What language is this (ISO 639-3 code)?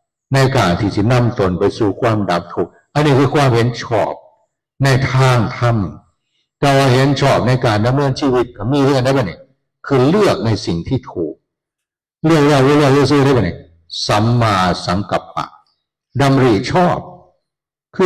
tts